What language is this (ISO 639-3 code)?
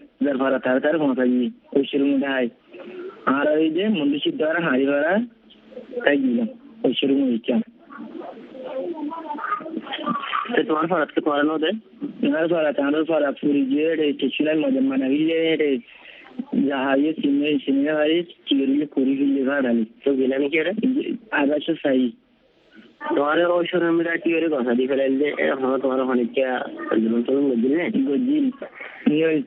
ben